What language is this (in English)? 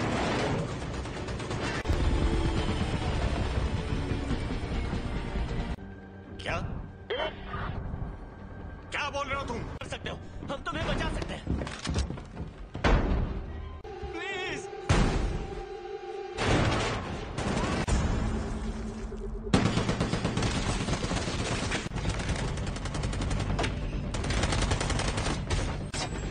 Hindi